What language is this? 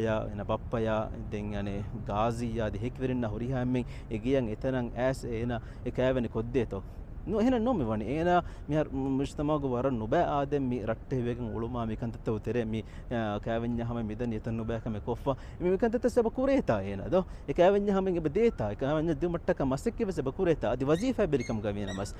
Divehi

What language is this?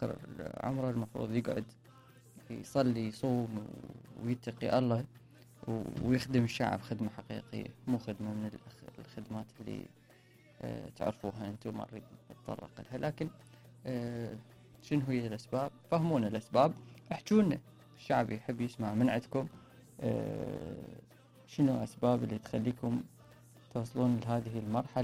Mesopotamian Arabic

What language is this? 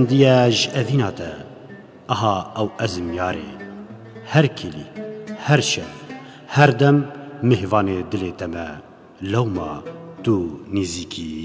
Kurdish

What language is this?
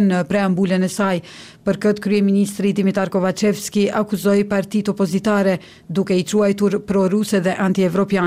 Albanian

